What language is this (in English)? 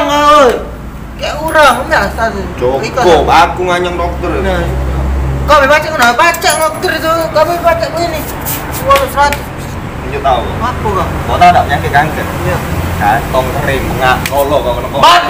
Musi